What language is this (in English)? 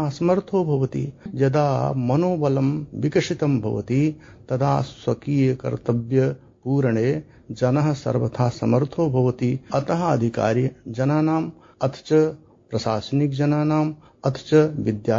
Sanskrit